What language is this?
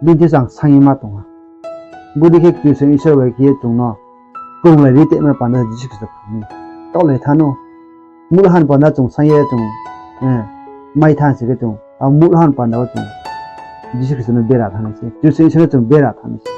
Riang (India)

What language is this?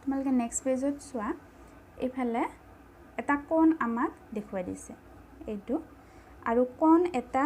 Assamese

